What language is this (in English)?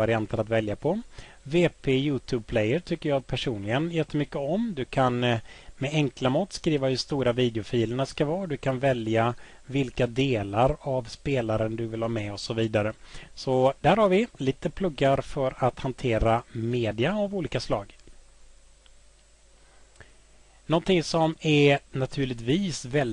Swedish